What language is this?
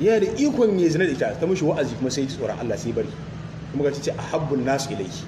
Hausa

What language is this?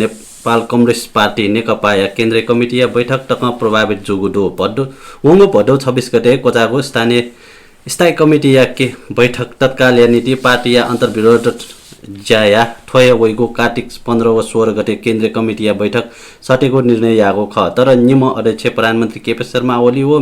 Newari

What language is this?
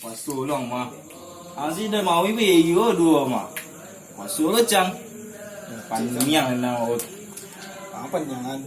Minangkabau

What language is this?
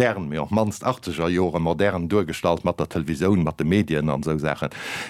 Luxembourgish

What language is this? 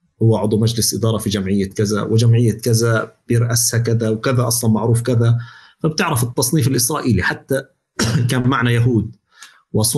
North Levantine Arabic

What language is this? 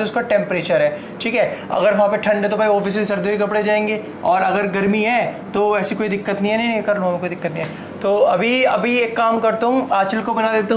Hindi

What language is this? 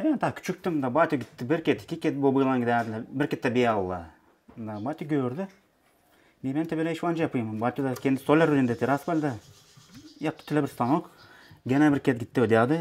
Gagauz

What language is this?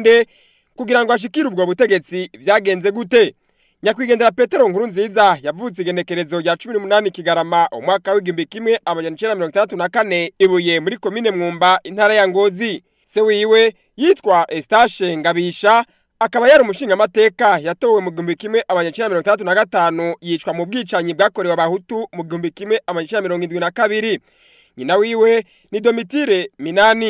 Rundi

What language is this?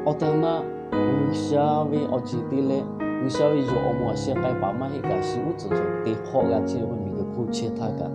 Lahu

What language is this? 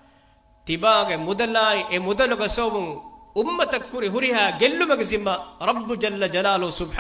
Divehi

